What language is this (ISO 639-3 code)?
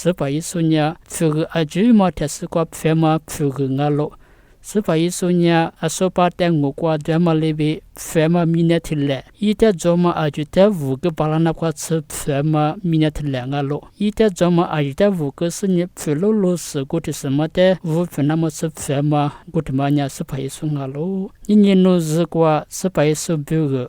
lis